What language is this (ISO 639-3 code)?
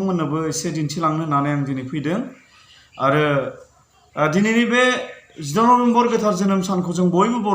brx